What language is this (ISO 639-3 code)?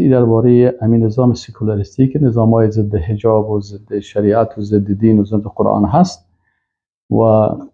fas